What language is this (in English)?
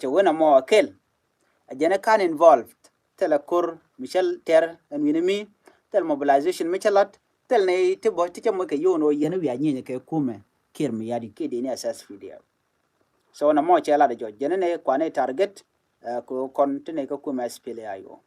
Nuer